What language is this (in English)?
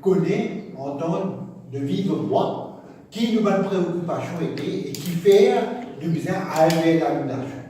Morisyen